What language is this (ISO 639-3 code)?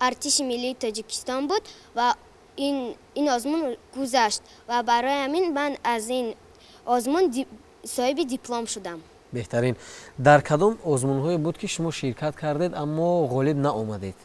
tgk